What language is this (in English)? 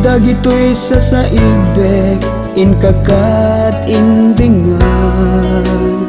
Iloko